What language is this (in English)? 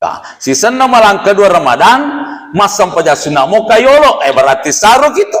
Buginese